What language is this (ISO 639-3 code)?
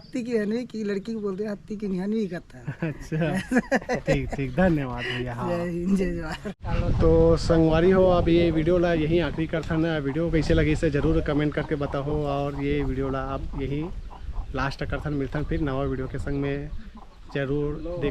hne